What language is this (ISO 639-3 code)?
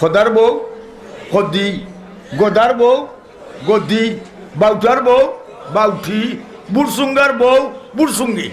syl